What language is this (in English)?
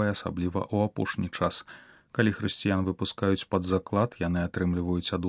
Belarusian